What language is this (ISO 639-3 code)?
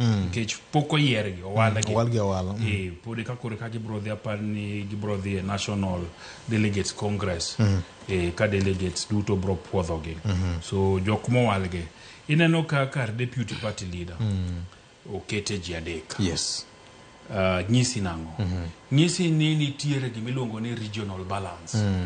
luo